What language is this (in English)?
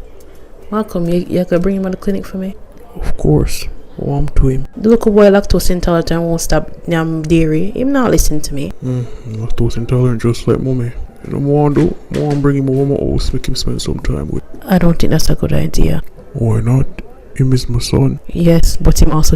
Jamaican Creole English